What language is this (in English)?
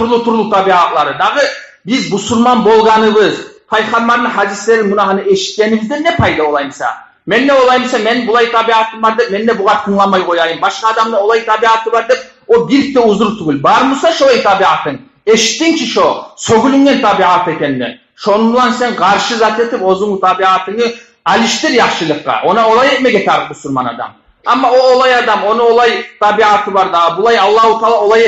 Kumyk